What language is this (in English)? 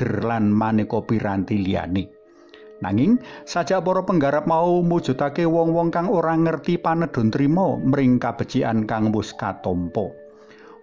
Javanese